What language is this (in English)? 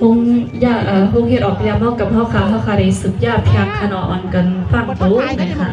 Shan